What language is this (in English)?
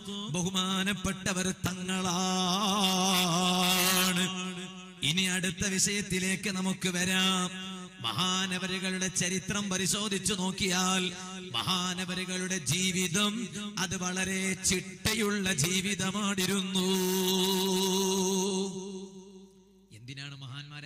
Malayalam